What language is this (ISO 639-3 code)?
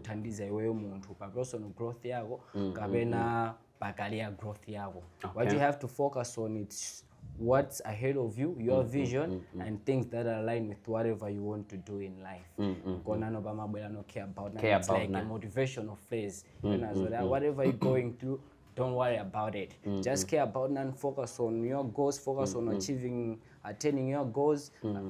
nya